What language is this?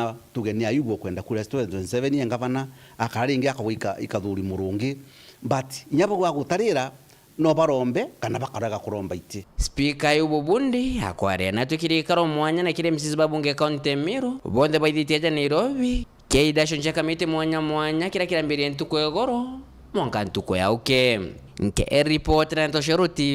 Meru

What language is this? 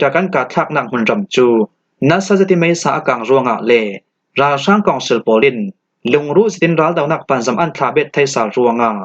Falam Chin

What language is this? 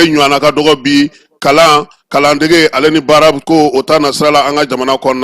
Bambara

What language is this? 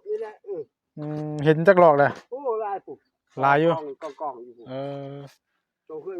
Northeastern Thai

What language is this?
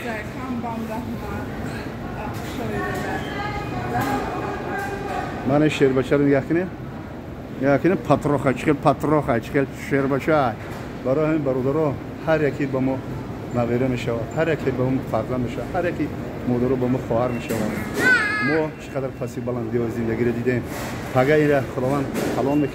Tajik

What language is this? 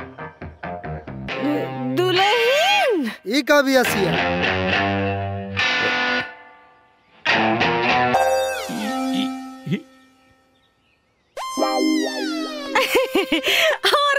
Bhojpuri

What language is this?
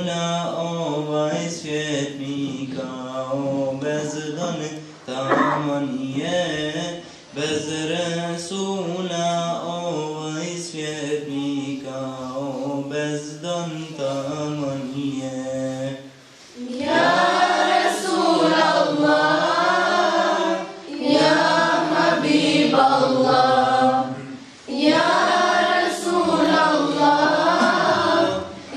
Bosnian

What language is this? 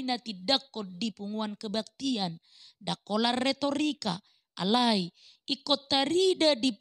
Batak Toba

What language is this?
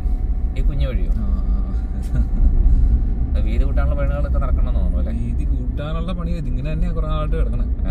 Malayalam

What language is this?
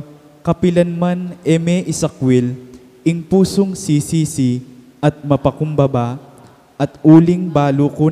Pampanga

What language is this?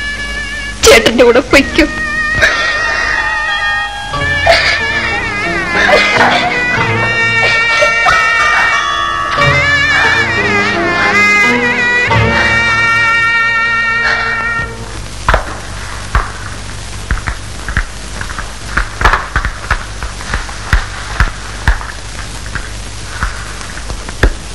Malayalam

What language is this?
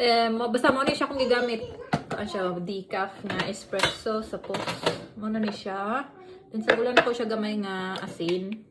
Cebuano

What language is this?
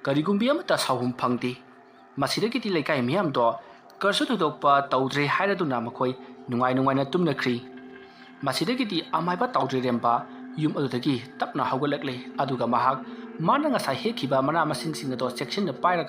Manipuri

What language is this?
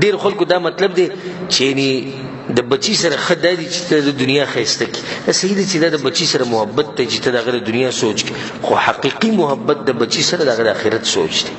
Pashto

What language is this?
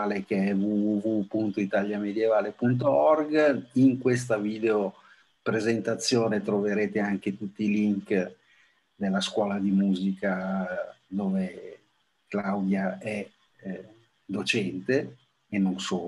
Italian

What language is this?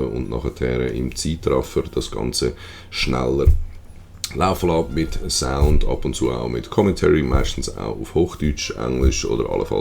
Swiss German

